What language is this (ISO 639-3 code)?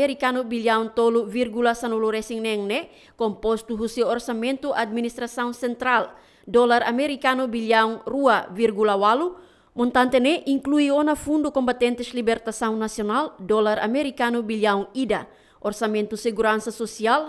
tet